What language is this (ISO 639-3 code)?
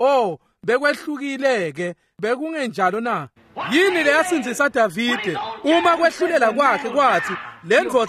ssw